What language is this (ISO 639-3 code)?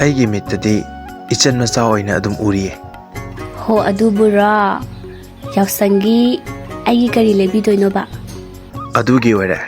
mni